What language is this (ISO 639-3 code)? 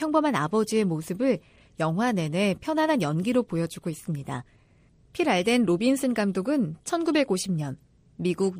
kor